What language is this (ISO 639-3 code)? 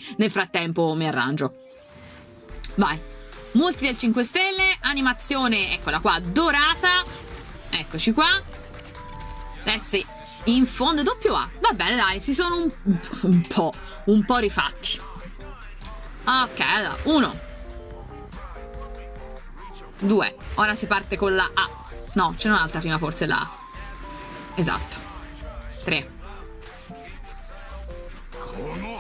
ita